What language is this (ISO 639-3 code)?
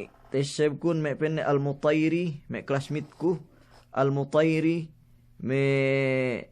yka